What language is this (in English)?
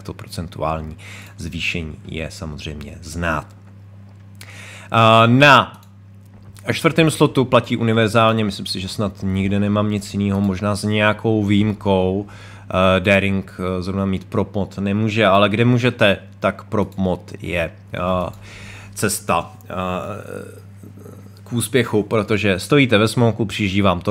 Czech